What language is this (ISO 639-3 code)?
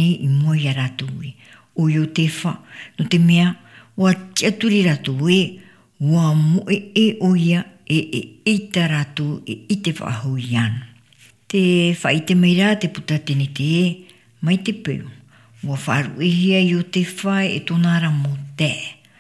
tah